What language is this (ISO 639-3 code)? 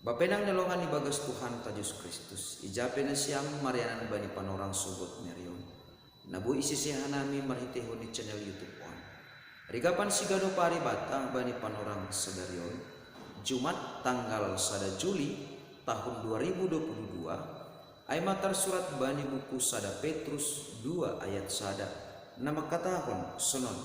bts